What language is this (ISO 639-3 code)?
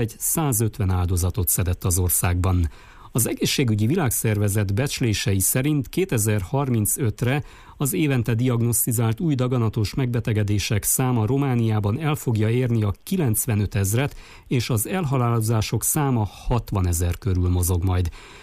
hun